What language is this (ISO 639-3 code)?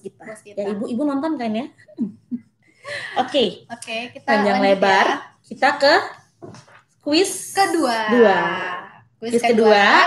ind